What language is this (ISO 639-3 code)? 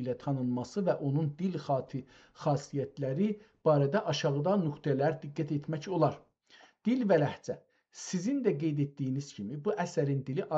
azb